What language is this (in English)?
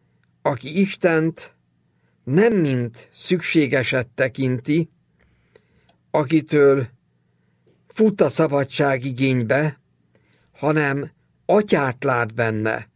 Hungarian